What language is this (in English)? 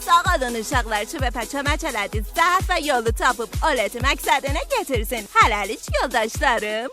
South Azerbaijani